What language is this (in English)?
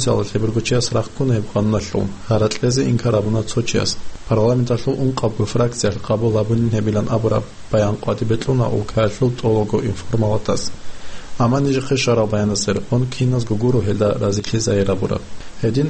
Avaric